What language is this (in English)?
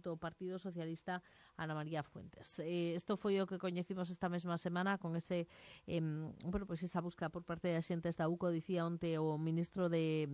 Galician